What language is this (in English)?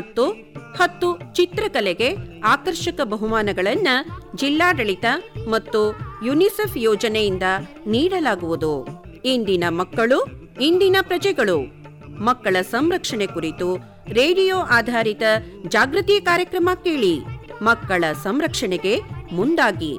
Kannada